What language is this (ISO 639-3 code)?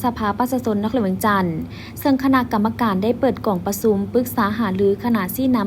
lao